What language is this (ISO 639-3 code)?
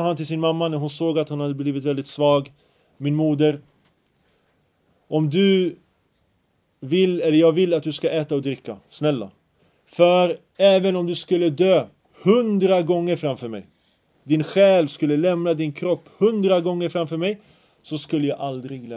swe